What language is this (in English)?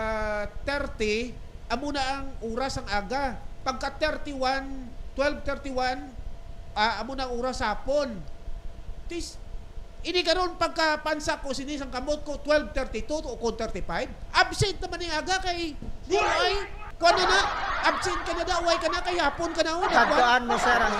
Hiligaynon